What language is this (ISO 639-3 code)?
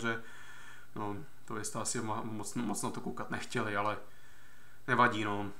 ces